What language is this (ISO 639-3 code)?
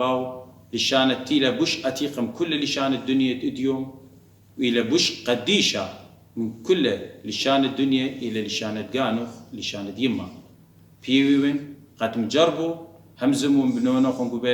aii